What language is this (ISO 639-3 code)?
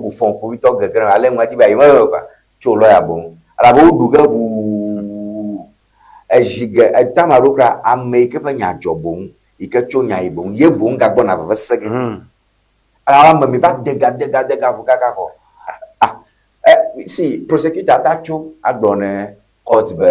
ewe